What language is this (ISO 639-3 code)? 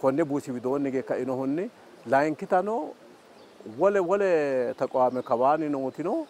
sid